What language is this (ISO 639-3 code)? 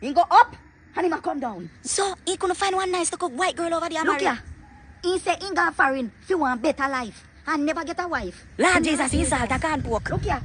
jam